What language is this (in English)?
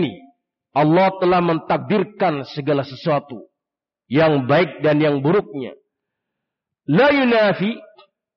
Indonesian